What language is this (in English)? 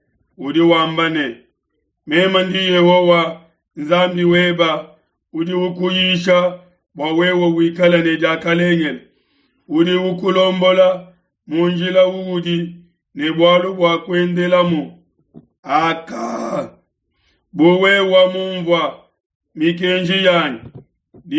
Luba-Lulua